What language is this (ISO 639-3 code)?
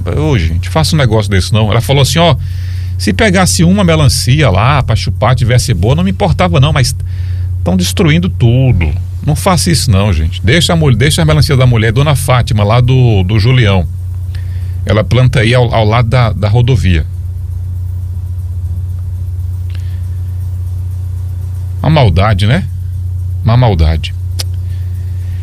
por